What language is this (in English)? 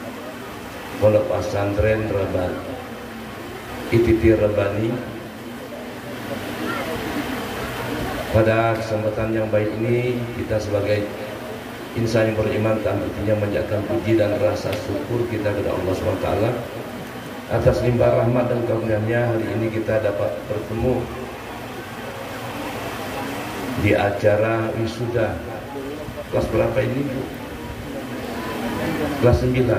Indonesian